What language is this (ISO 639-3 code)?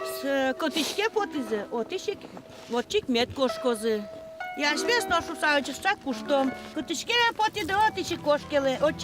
udm